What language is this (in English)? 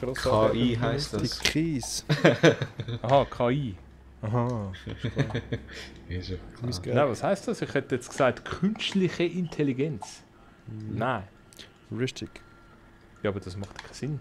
Swiss German